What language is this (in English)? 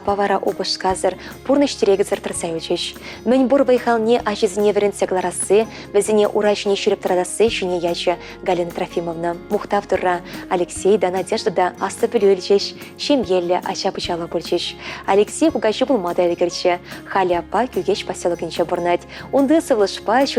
Chuvash